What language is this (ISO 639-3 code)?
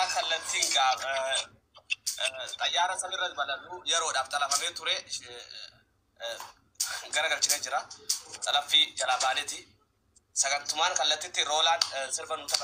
orm